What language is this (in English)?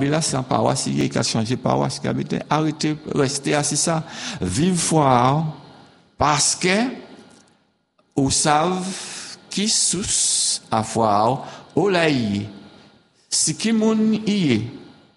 French